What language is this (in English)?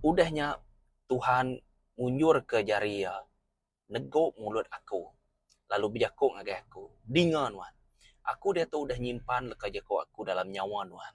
Iban